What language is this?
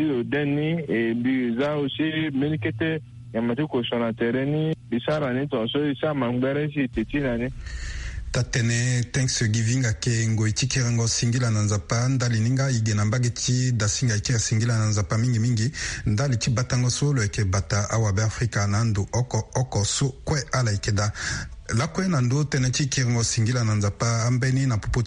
Sango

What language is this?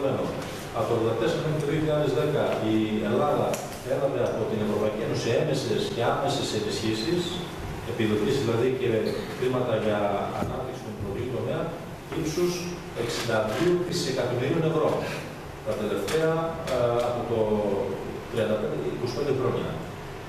Greek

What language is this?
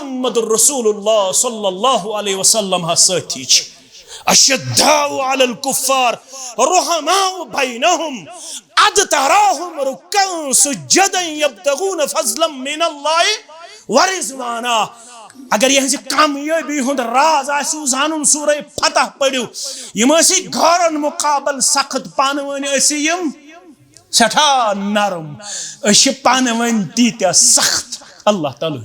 Kashmiri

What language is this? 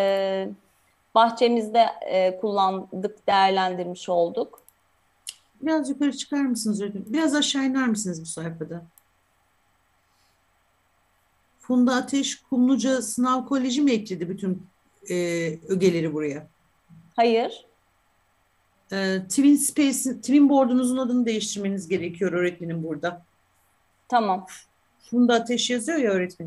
Turkish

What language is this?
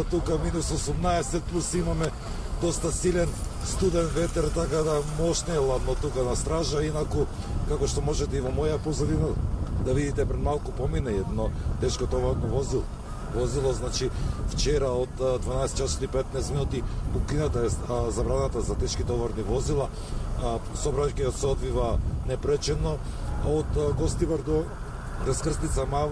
Macedonian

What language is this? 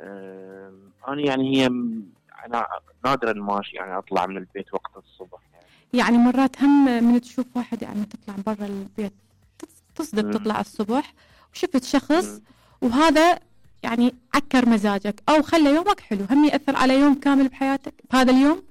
Mesopotamian Arabic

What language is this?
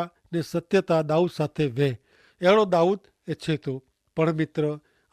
Kachhi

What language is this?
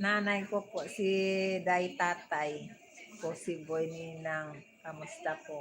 Hiligaynon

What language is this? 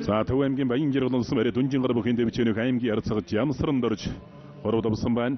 Mongolian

